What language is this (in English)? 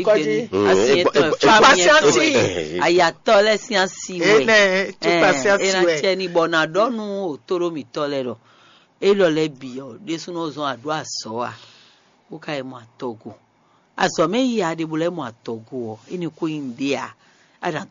Fon